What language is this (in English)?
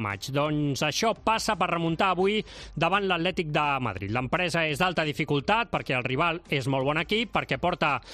Catalan